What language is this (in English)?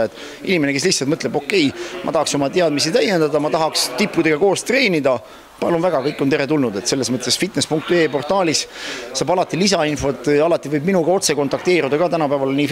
Estonian